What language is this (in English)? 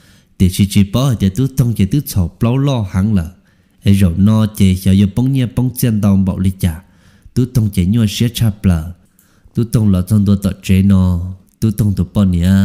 Hmong